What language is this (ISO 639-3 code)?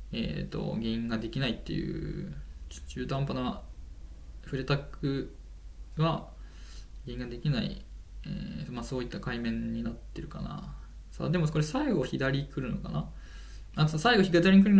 jpn